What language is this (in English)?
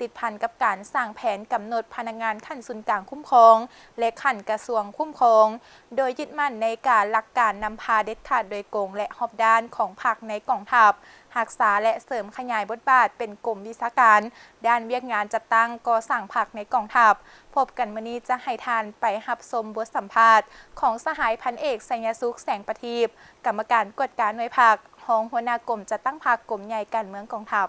Lao